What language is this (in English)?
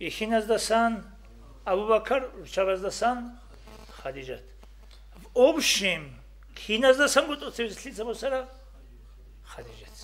Avaric